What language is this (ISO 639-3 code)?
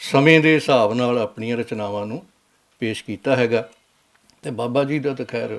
lah